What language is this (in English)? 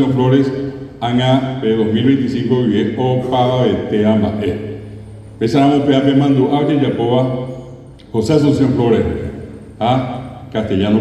Guarani